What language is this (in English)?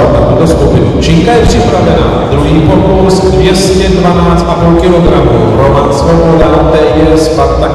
Czech